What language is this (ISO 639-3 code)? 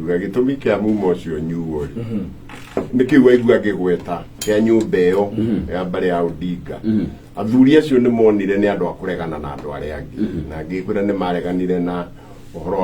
kik